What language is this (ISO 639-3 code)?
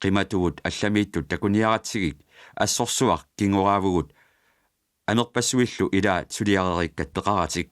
kal